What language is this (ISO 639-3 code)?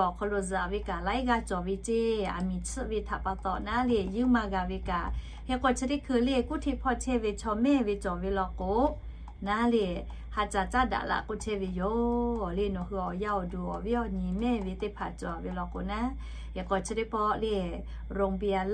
lhu